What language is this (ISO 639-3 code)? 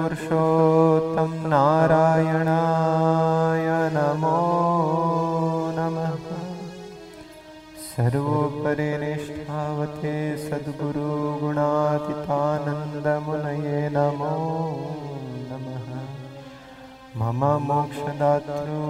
guj